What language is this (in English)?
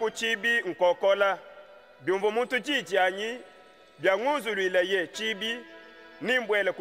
Luba-Lulua